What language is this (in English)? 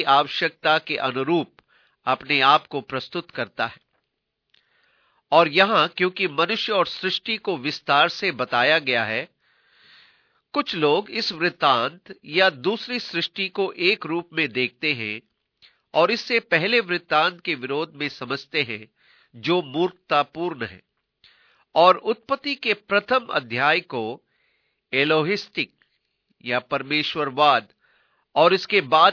Hindi